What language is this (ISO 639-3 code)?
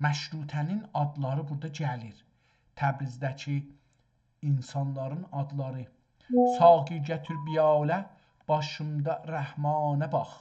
azb